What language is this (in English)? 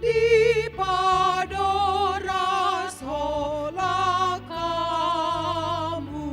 Batak Toba